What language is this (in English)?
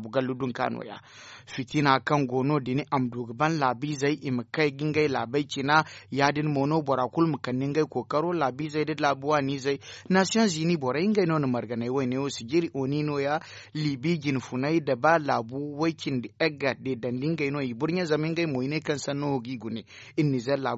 Zarma